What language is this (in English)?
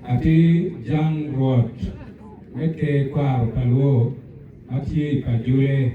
Acoli